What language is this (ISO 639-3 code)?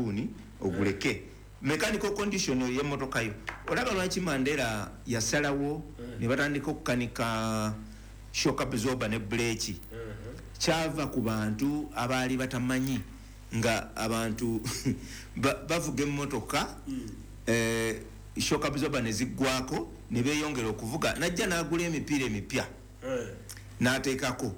lug